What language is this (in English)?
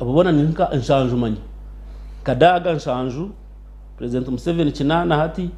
Nyankole